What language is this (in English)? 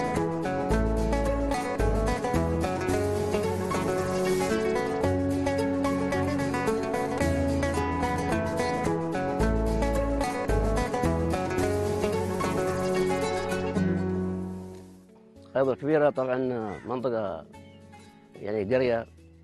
Arabic